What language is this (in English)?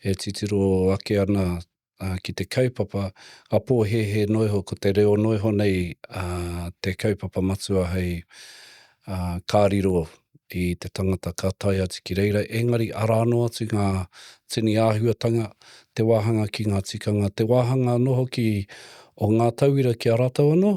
Māori